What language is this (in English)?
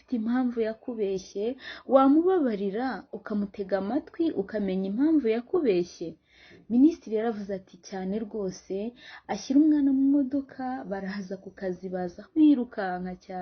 Kinyarwanda